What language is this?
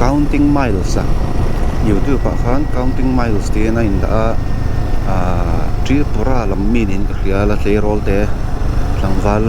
Mizo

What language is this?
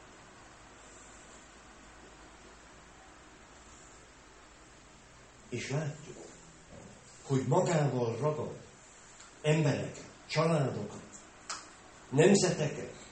Hungarian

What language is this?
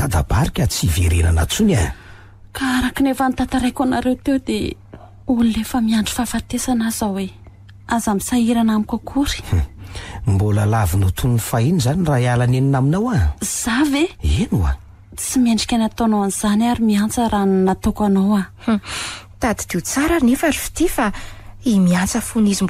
Malagasy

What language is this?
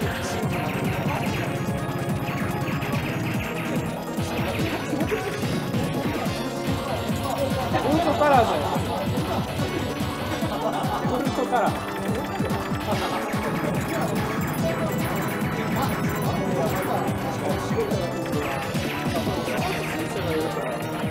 Japanese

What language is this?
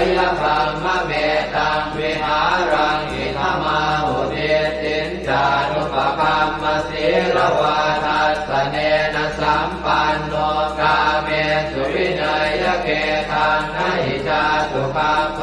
Pali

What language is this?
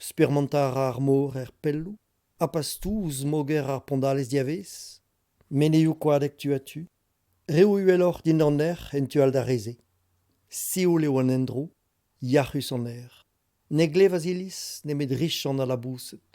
Breton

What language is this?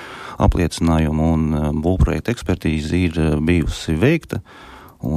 Latvian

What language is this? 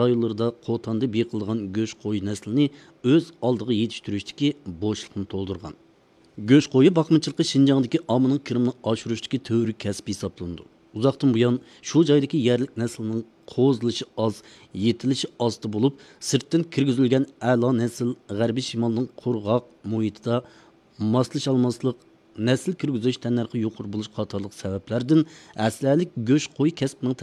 Uyghur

